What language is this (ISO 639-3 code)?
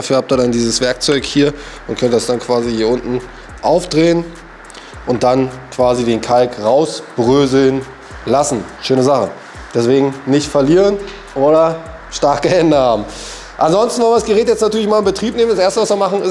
deu